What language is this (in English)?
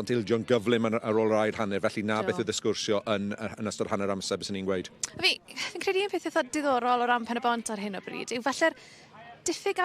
Welsh